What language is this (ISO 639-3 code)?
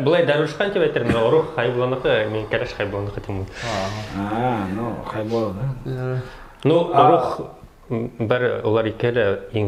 bak